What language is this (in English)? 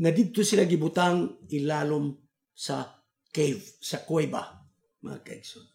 Cebuano